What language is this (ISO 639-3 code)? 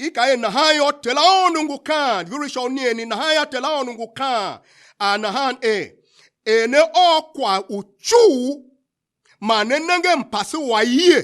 tiv